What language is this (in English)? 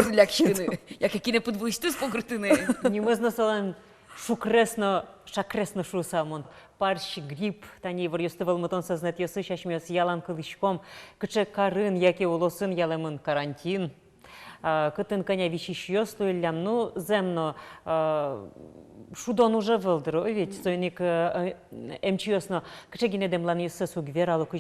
Udmurt